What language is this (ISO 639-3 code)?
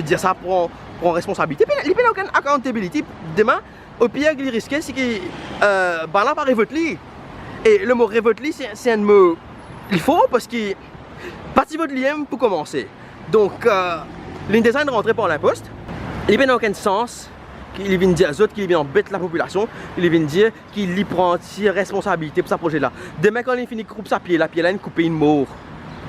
mfe